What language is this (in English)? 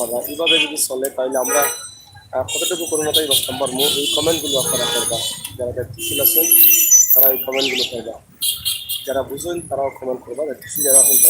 Sylheti